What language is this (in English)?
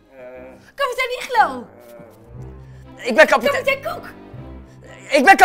Dutch